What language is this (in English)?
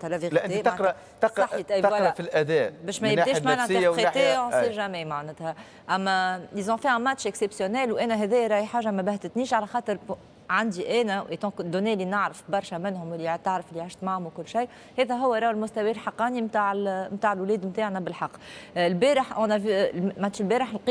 Tunisian Arabic